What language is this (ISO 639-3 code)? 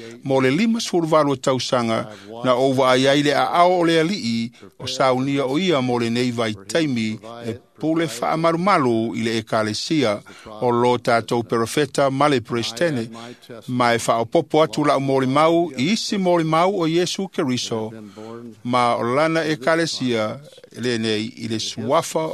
smo